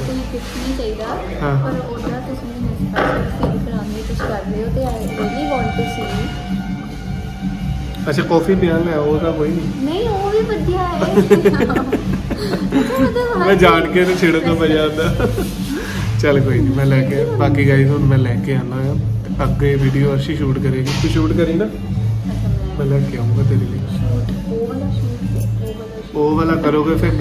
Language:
Punjabi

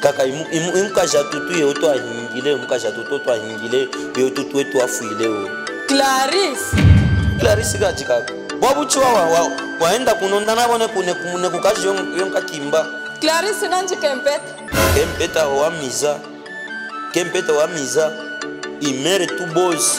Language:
Luba-Katanga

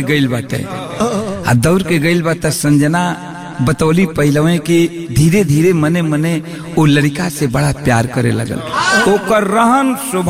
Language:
Bhojpuri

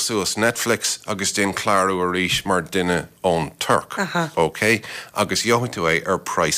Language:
Irish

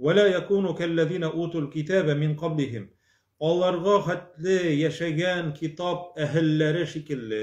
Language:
Tatar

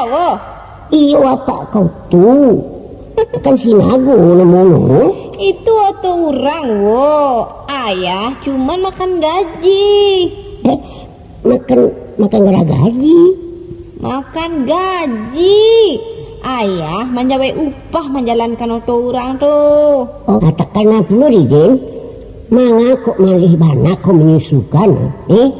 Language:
Minangkabau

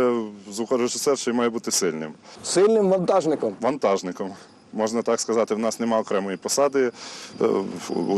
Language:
Ukrainian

